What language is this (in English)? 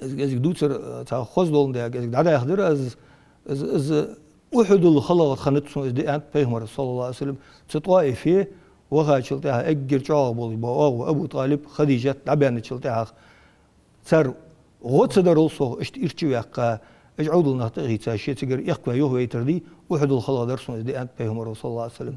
Ingush